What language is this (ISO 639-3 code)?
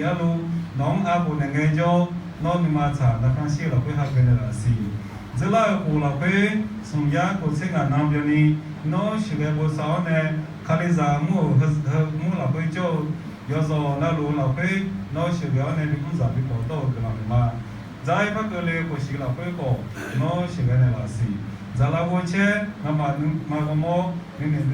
ahk